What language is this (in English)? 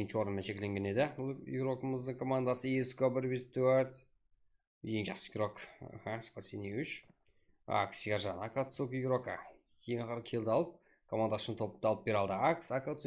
Kara-Kalpak